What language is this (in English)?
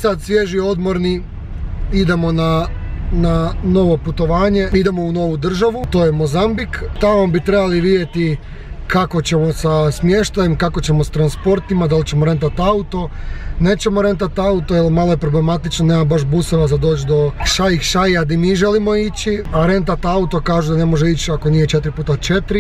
Croatian